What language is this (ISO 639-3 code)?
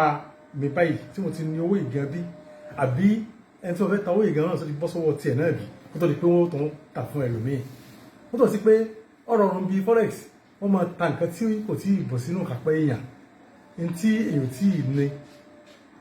yor